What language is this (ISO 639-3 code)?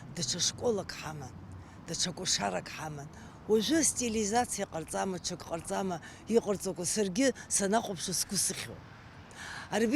abk